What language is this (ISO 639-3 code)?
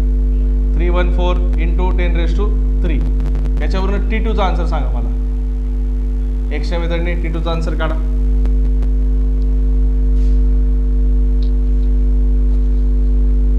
mar